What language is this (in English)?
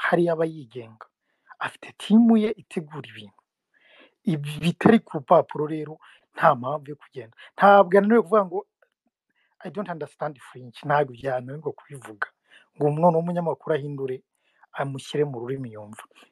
Kinyarwanda